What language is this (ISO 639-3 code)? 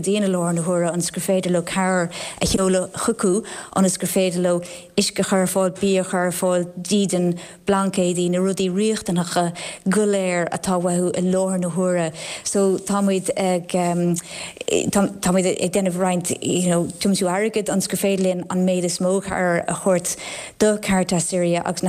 gle